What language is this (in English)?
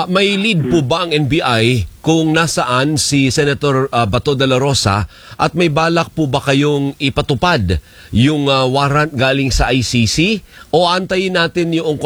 Filipino